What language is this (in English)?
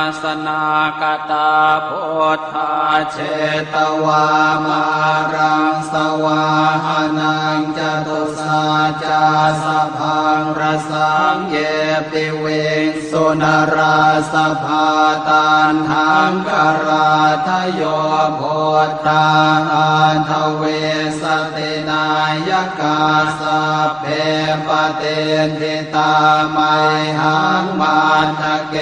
Pali